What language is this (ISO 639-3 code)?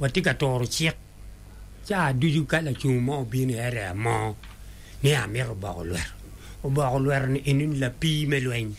ach